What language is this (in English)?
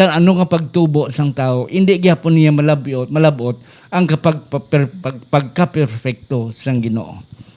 Hiligaynon